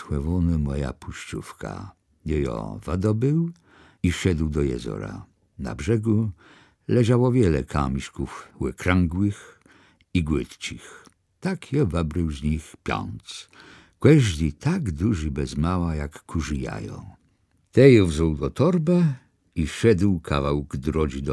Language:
Kashubian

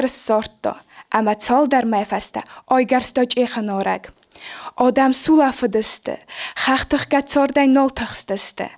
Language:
Ossetic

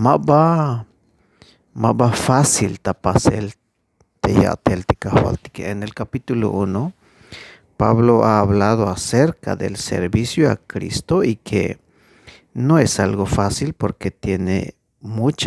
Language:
Tzeltal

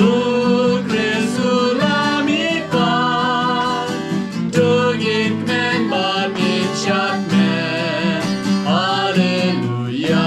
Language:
Khasi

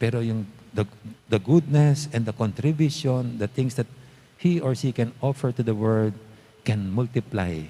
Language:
Pampanga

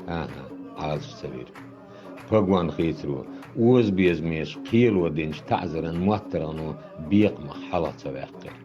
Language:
Chechen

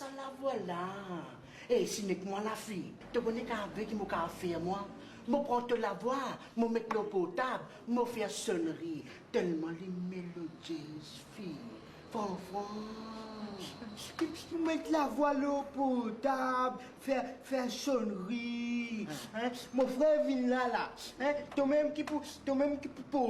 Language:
Morisyen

